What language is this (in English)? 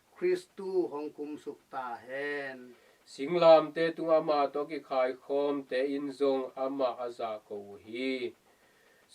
Tedim Chin